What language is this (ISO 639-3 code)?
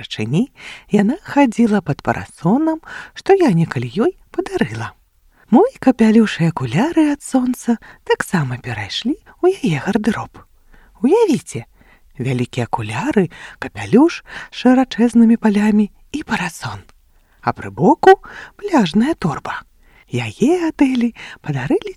bel